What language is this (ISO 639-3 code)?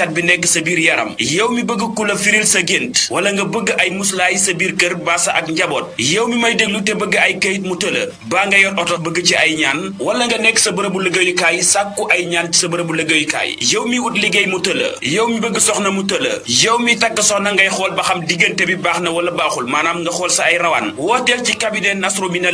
wol